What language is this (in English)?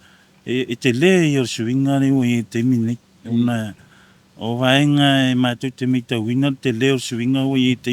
Samoan